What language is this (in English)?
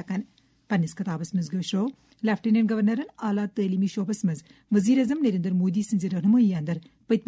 Kashmiri